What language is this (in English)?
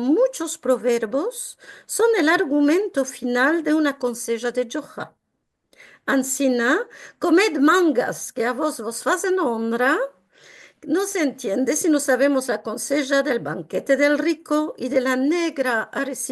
Ladino